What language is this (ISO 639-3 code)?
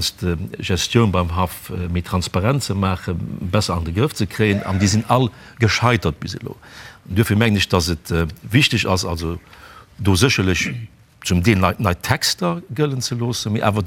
ltz